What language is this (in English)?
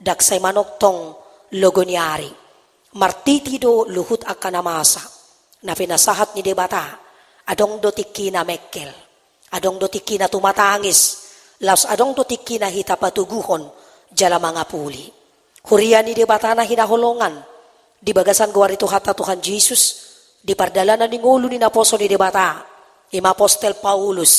Batak Toba